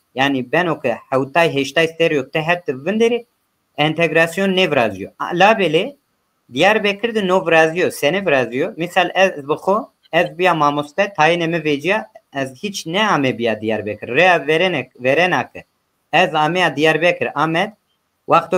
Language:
Zaza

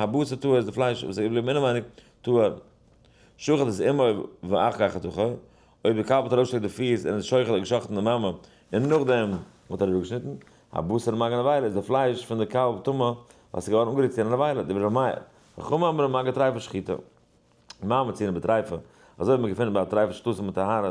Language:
Yiddish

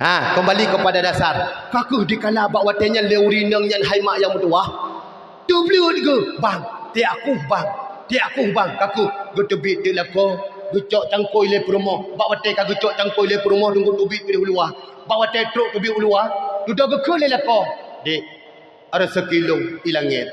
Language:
Achinese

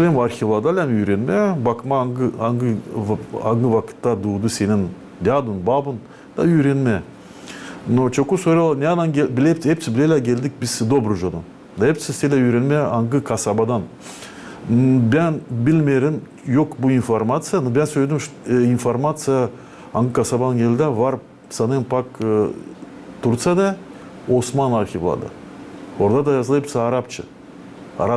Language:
Gagauz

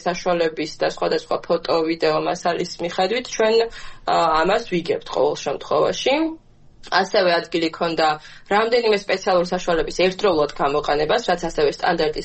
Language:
Georgian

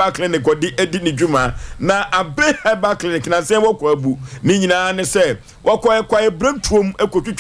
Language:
Akan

